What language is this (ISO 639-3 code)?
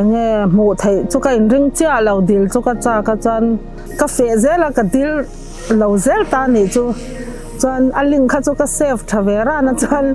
lus